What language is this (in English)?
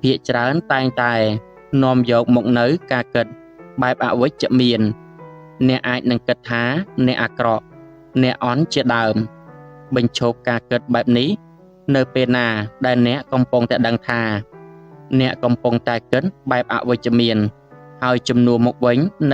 Khmer